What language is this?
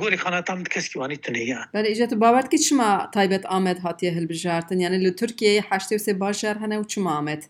Kurdish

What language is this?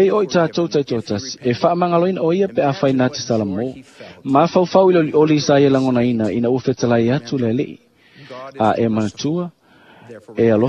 Samoan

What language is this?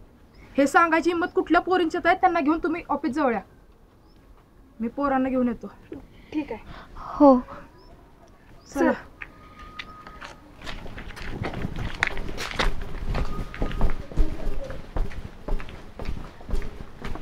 Marathi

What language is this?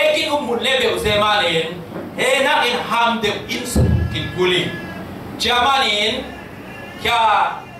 Falam Chin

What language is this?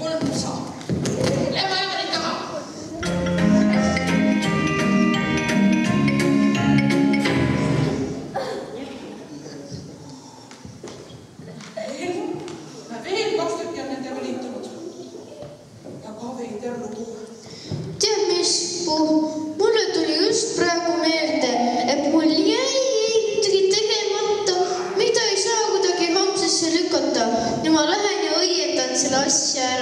Estonian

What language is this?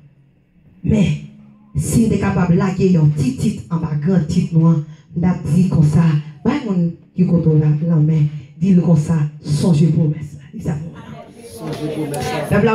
Haitian Creole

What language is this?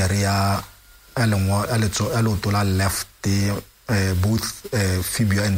Tswana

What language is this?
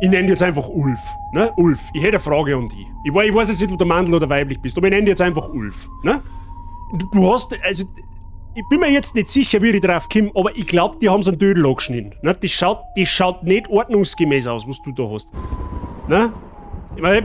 Bavarian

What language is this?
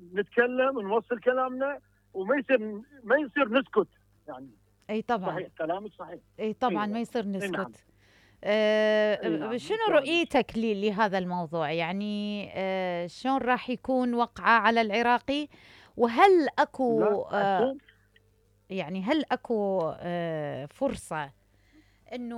Mesopotamian Arabic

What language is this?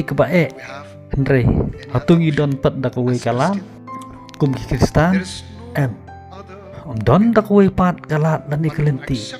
Khasi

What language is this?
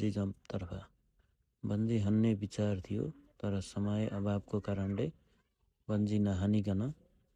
Nepali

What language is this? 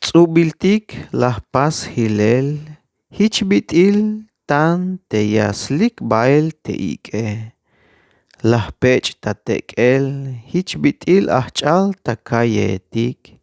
Tzeltal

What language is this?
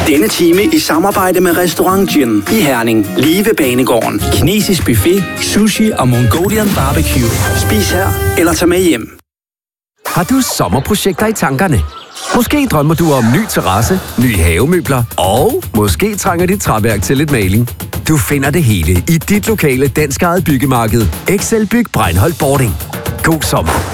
Danish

